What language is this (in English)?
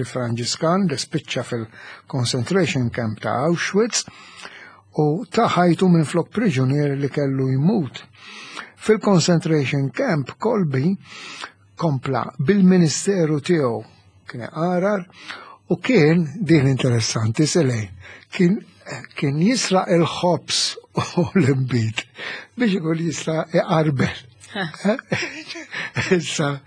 Maltese